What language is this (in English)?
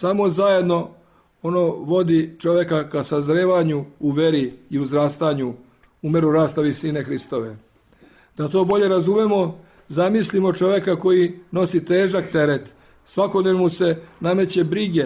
Serbian